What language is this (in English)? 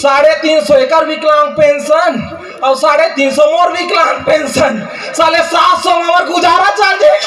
Chhattisgarhi